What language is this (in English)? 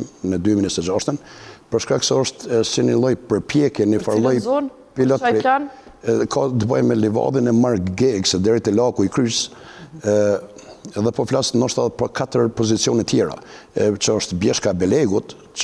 Albanian